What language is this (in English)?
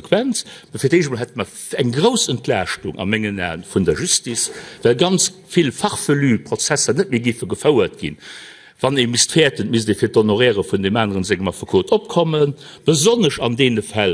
Luxembourgish